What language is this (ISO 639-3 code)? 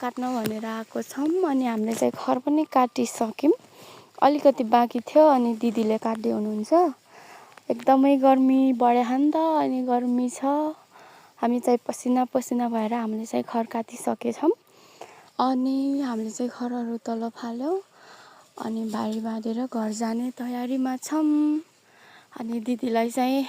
nep